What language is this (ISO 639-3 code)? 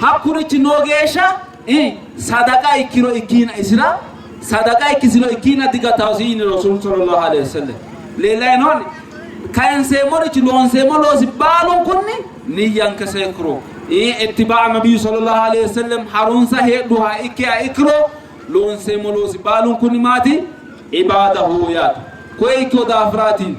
sid